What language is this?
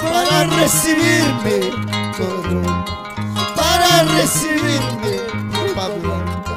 Ayacucho Quechua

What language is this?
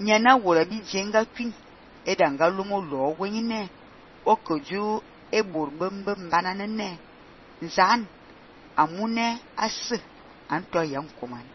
Fang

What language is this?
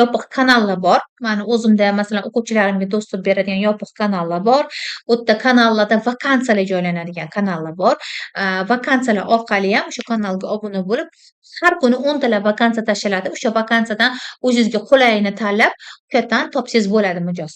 Uzbek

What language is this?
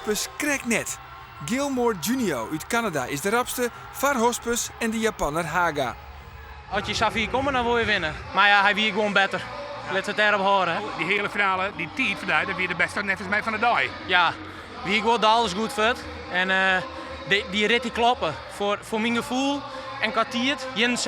Western Frisian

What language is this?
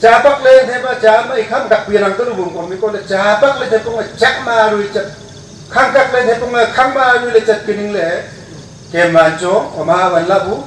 Wancho Naga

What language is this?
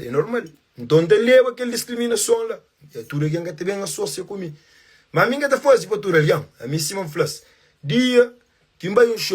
Kabuverdianu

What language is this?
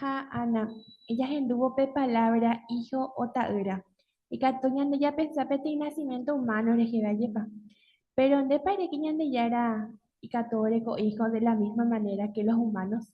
Guarani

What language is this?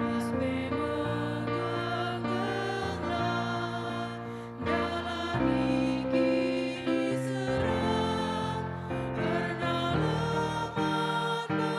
Batak Karo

